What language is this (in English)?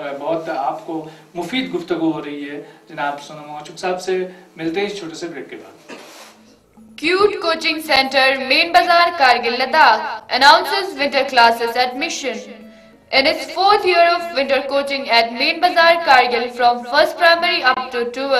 Hindi